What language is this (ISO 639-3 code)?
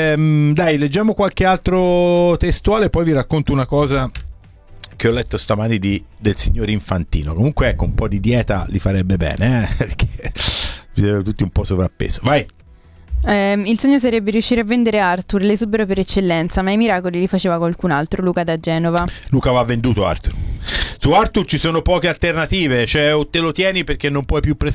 ita